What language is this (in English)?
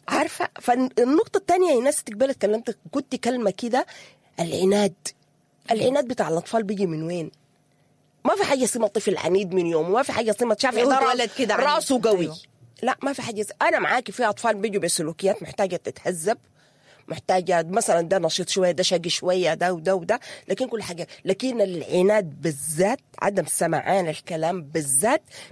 Sudanese Arabic